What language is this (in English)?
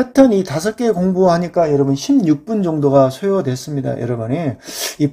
Korean